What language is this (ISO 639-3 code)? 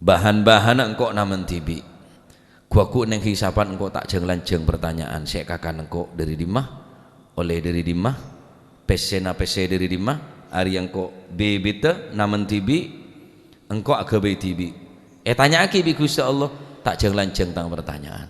mad